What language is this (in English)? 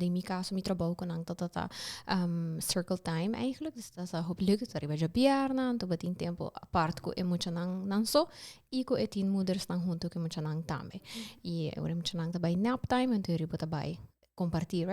Papiamento